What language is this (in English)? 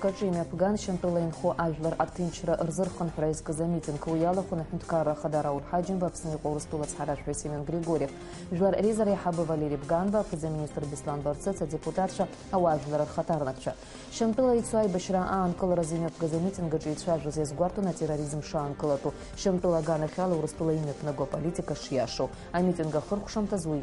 Abkhazian